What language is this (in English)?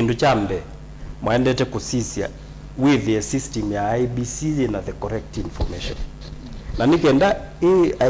Kamba